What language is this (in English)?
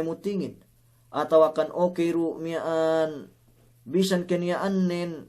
Yakan